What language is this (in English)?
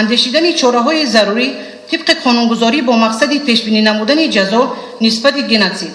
Tajik